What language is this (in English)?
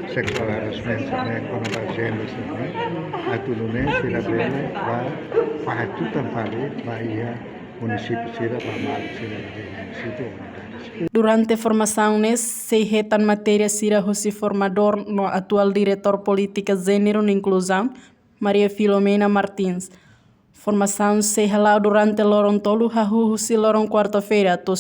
Tetum